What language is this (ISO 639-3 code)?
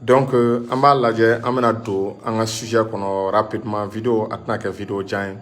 bam